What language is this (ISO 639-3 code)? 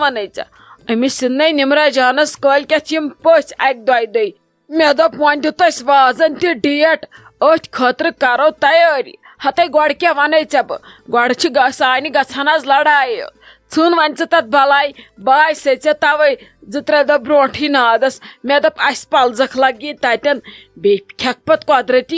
kas